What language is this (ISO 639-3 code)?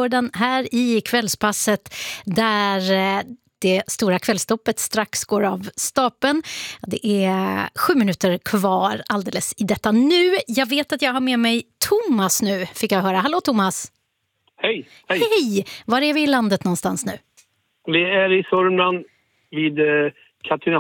swe